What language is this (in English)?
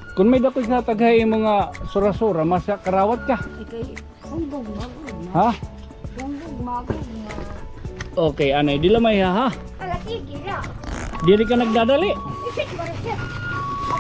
Waray